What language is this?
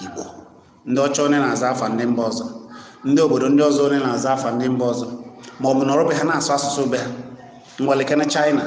Igbo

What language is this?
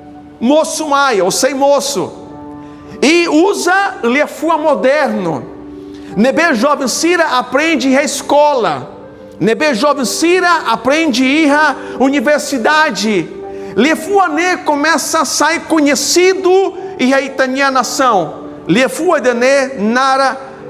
Tetum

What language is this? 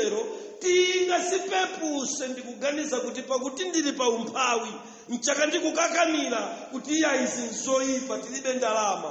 Nyanja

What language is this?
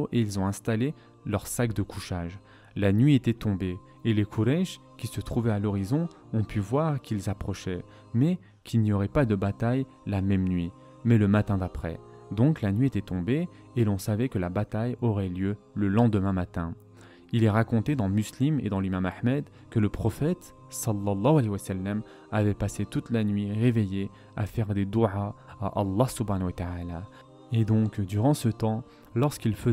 French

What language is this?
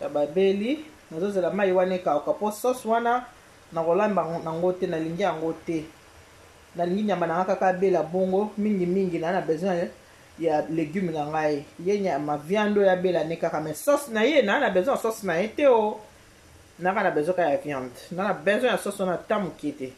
Lingala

